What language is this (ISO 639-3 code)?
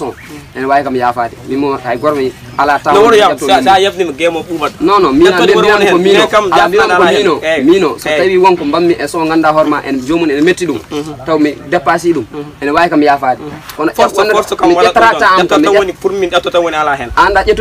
fuf